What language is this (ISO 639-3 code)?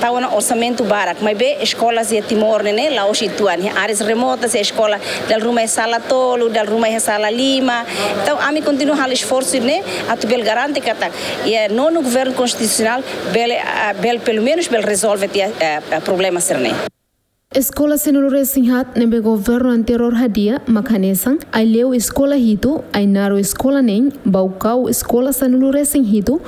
tet